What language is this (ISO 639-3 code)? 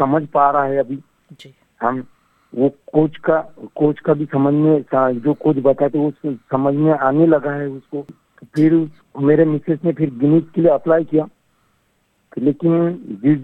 hin